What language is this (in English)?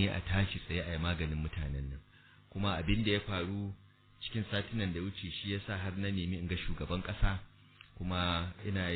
Hausa